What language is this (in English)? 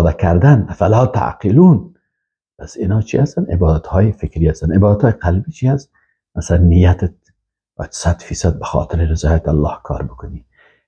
Persian